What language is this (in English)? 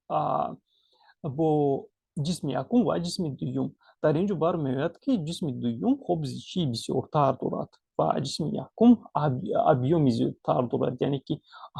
Tajik